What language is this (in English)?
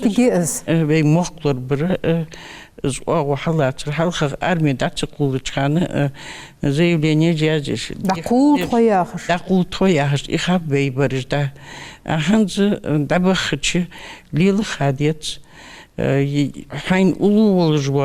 Ingush